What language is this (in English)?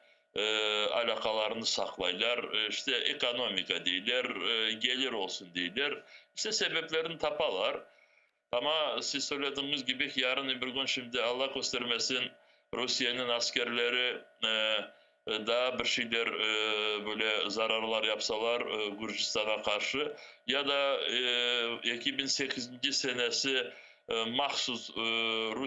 Crimean Tatar